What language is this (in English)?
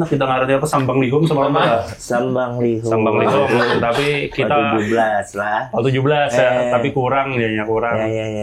Banjar